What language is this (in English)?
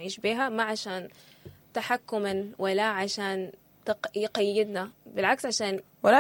Sudanese Arabic